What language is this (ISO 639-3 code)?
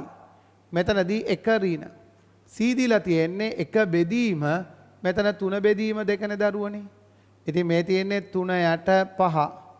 sin